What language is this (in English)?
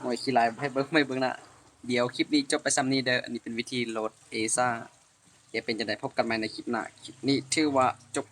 Lao